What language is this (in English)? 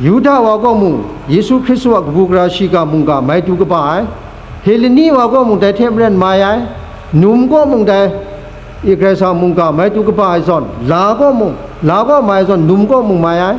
Kachin